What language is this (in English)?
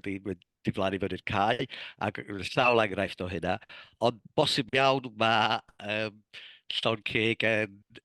Welsh